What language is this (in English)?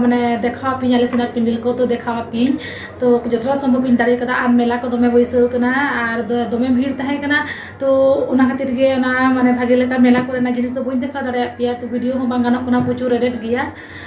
Santali